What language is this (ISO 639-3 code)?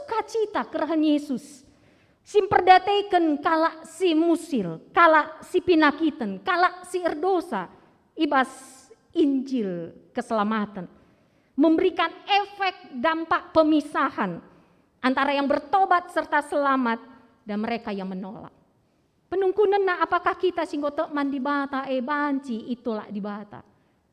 btx